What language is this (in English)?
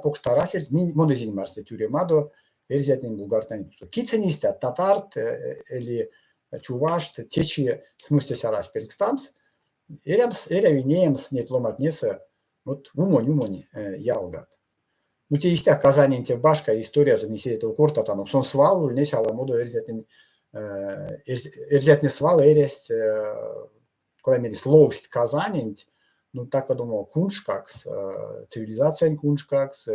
Erzya